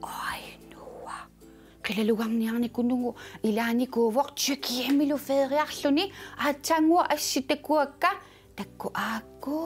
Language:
Kalaallisut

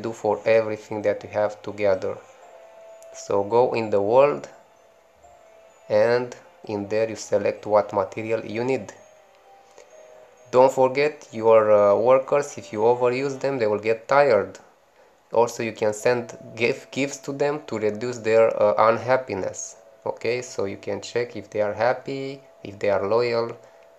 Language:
English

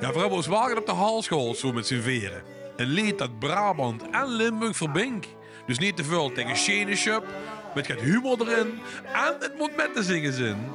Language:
Limburgish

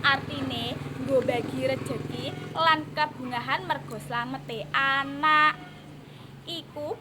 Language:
Javanese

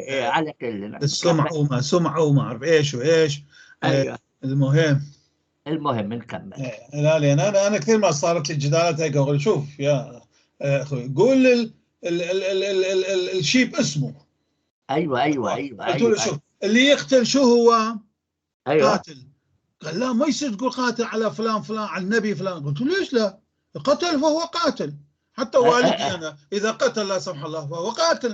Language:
North Levantine Arabic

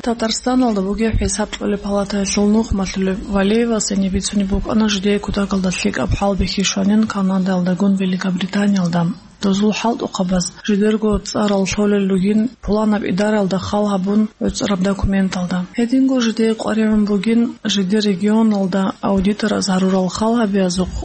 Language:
Avaric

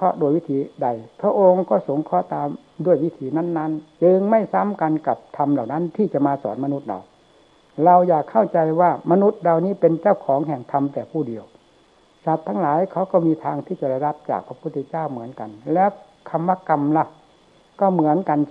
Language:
Thai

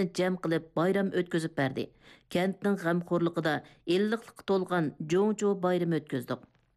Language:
Uyghur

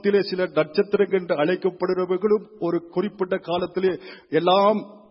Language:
Tamil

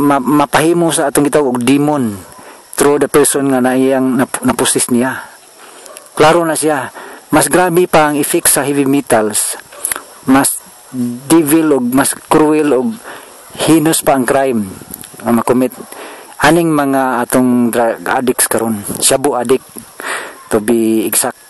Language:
Cebuano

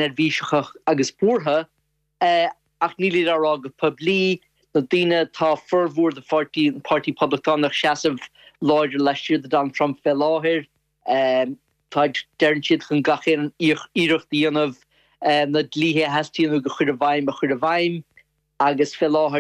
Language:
Irish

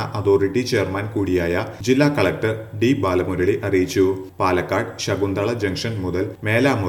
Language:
Malayalam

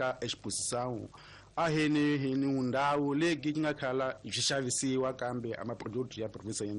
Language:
Tsonga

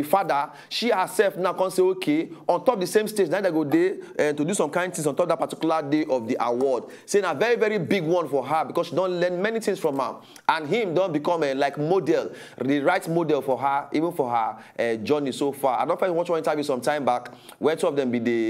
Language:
Nigerian Pidgin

